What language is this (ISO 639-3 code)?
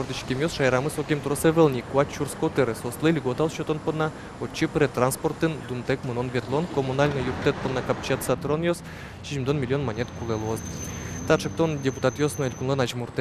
udm